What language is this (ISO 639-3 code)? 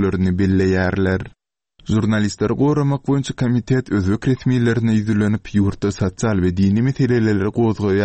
tuk